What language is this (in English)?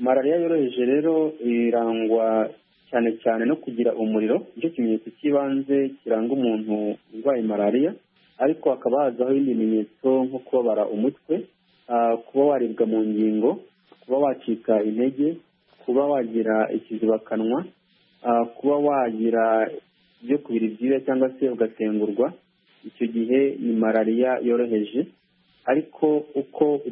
Kinyarwanda